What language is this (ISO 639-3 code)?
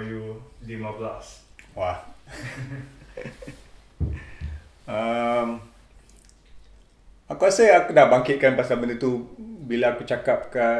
msa